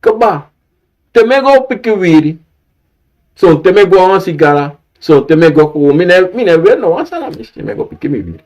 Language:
Sranan Tongo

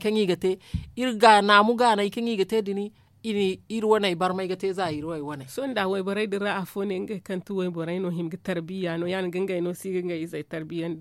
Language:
Zarma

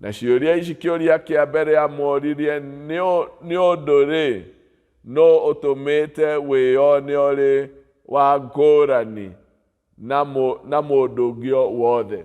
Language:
Kikuyu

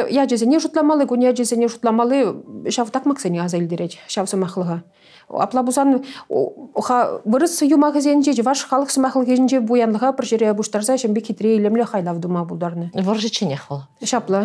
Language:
Chuvash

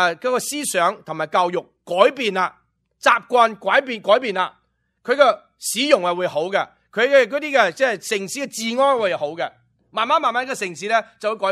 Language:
Cantonese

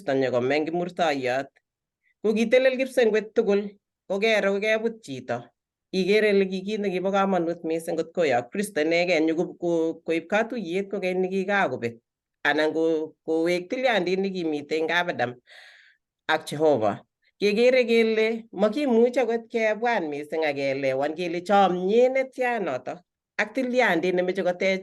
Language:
Kalenjin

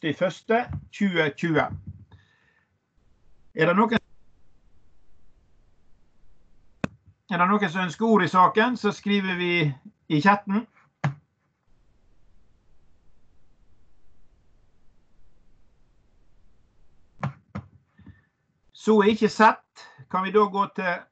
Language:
Norwegian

